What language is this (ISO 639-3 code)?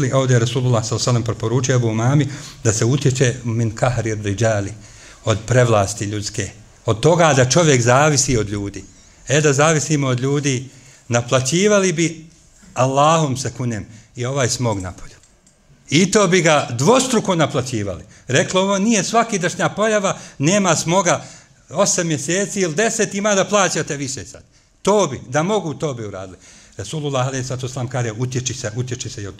bos